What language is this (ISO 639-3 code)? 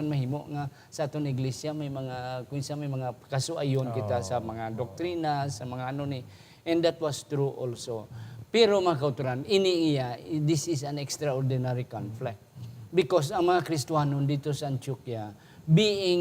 hil